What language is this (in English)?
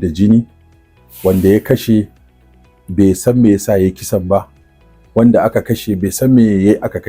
Hausa